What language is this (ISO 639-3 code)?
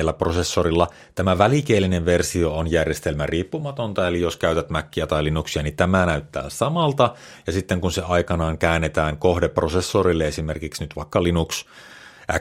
fin